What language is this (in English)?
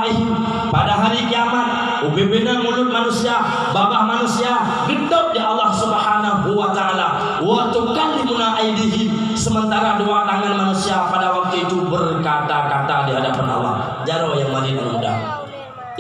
Achinese